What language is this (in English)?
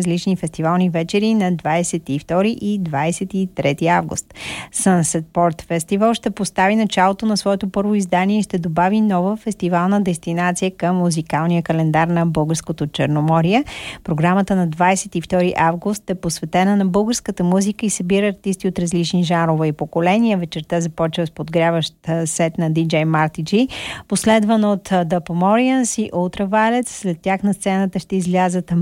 Bulgarian